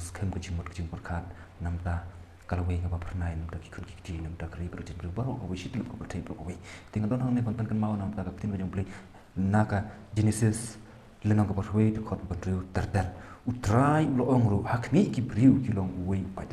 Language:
Khasi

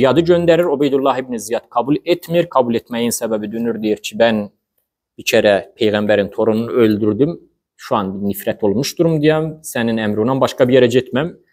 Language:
Azerbaijani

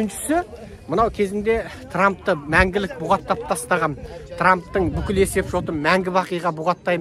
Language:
Kazakh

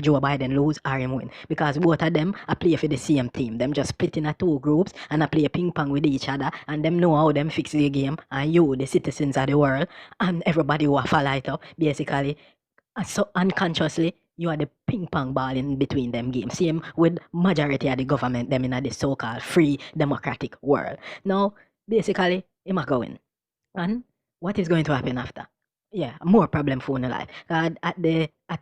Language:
Jamaican Creole English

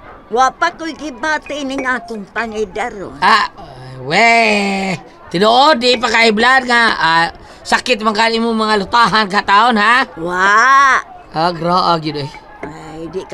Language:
Cebuano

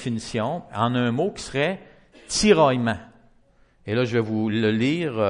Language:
French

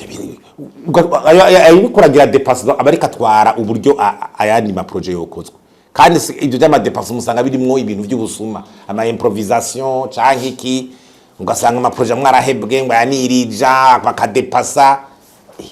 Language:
Rundi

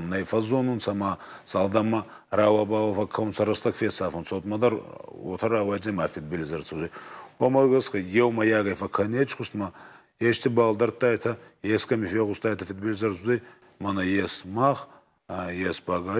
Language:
Ossetic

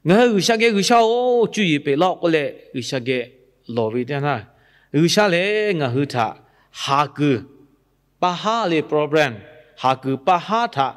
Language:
Lahu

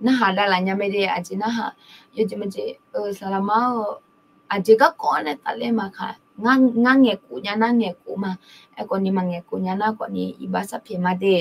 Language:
Akha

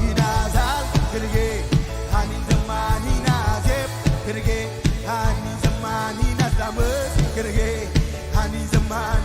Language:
Marshallese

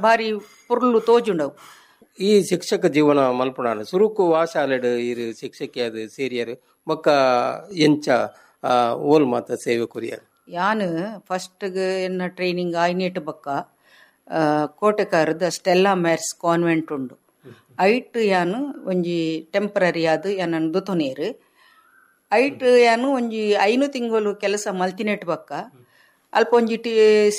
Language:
Tulu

